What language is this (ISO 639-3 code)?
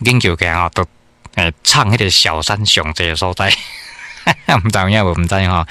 nan